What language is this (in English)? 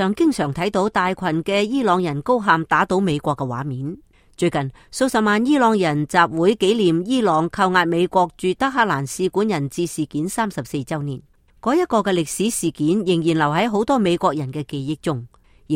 Cantonese